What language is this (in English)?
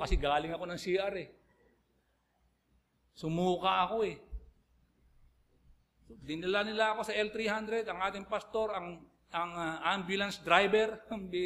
Filipino